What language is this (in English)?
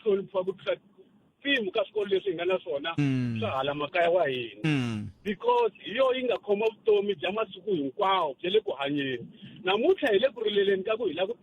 Tsonga